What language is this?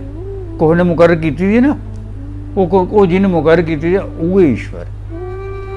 Dogri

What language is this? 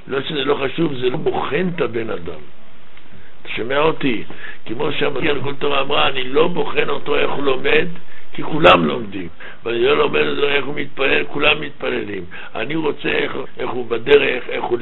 Hebrew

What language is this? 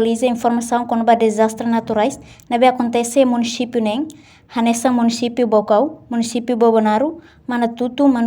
Tetum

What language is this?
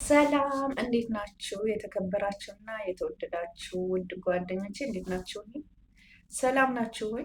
Amharic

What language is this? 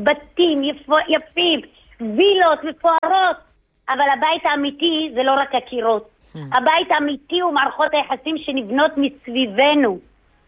Hebrew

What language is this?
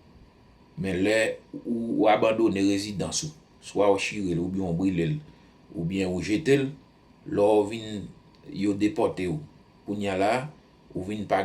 Haitian Creole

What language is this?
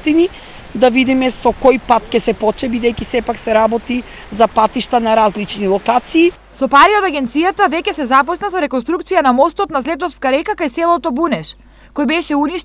Macedonian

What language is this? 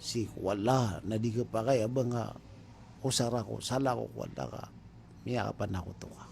Maranao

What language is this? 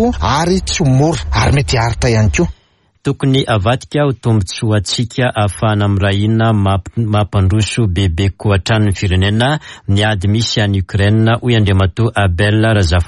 Malagasy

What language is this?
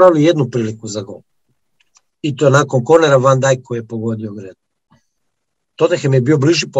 Croatian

